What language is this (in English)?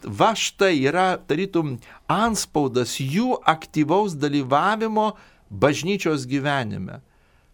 Lithuanian